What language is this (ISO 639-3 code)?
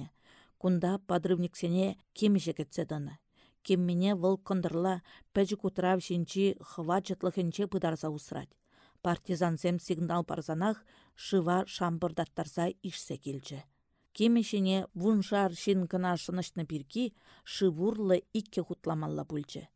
chv